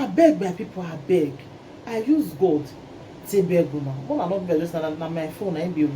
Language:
Nigerian Pidgin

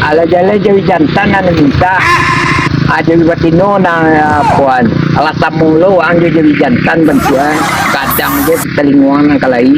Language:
Minangkabau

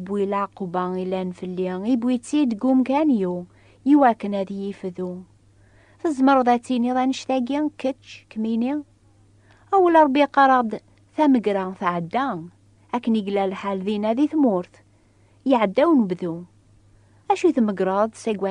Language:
Kabyle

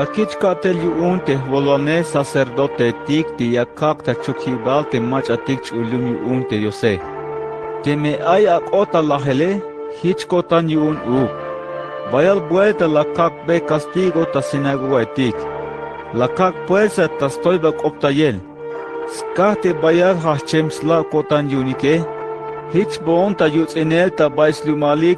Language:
Tzeltal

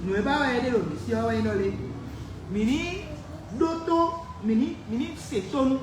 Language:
Fon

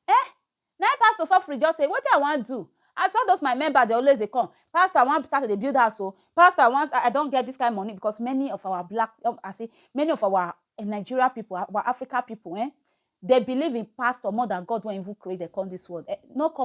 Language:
Nigerian Pidgin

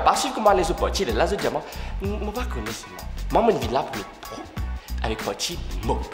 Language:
Morisyen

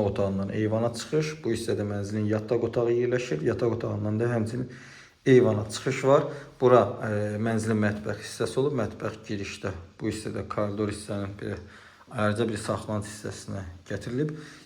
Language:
Azerbaijani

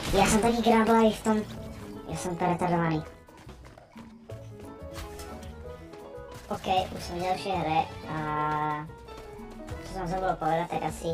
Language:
Slovak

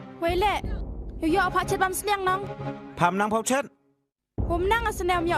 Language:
Khasi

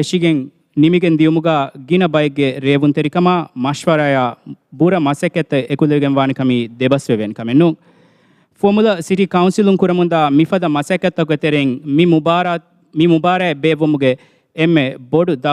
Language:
Divehi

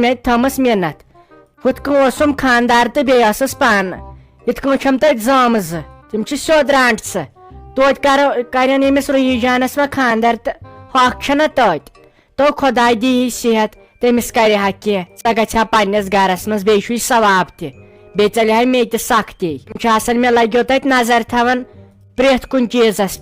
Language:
Kashmiri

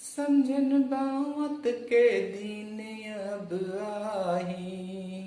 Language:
Chhattisgarhi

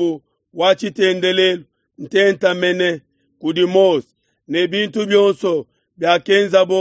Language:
Luba-Lulua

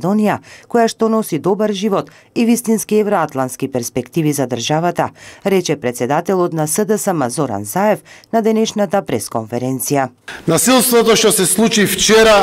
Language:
Macedonian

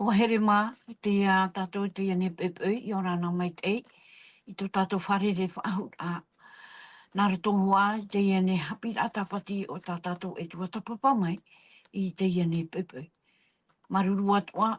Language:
Tahitian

